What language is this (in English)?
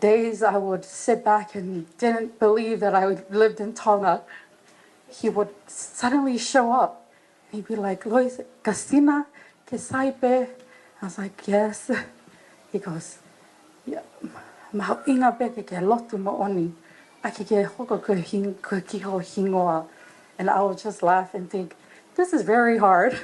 Tongan